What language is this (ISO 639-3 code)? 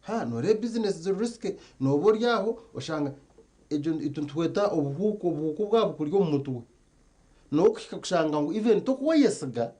nyn